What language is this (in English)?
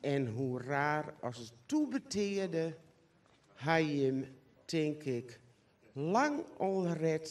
Western Frisian